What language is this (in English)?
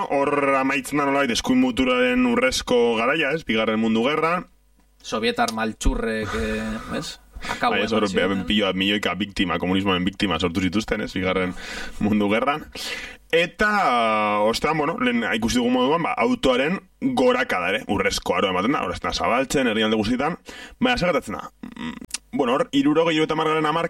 Basque